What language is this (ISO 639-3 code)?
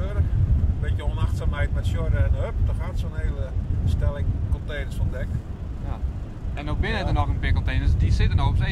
fry